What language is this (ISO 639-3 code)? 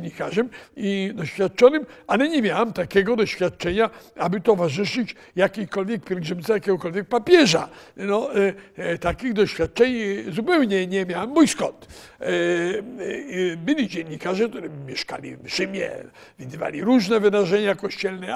pol